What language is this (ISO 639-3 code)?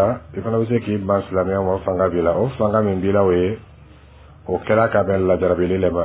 dyu